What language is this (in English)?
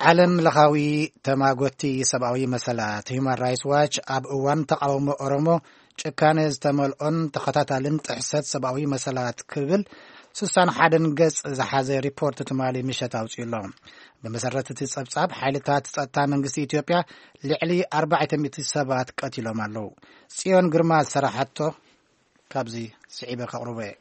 Tigrinya